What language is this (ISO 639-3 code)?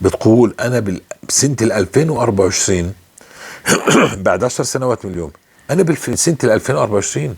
apc